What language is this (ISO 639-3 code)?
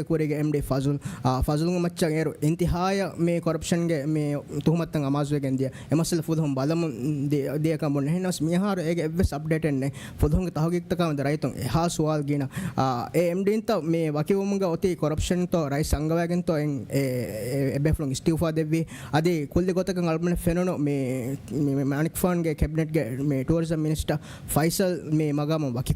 div